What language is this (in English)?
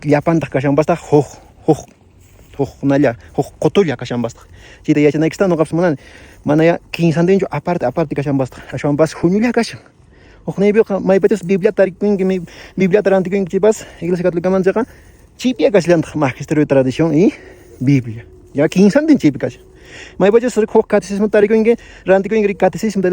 Quechua